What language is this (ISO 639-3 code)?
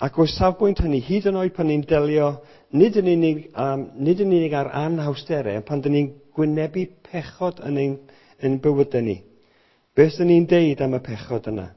cym